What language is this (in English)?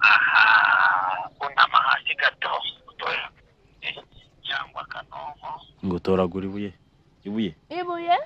Kinyarwanda